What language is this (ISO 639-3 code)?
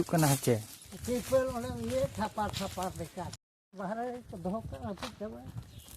sat